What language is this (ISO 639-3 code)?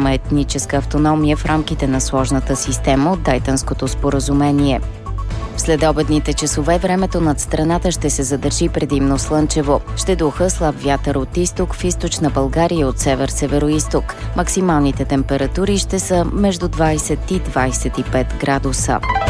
bul